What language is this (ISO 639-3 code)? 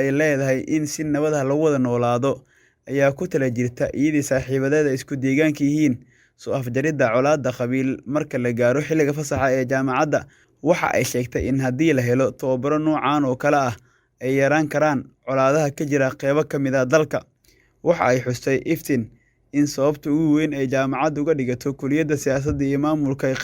som